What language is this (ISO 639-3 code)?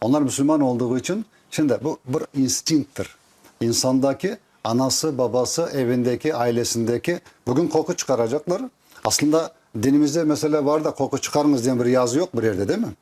crh